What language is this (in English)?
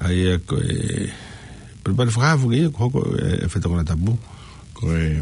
Tongan